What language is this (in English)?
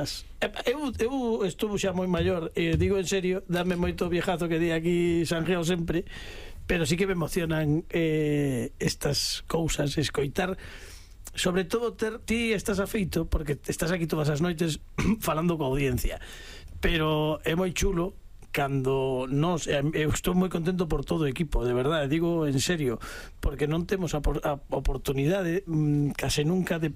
Galician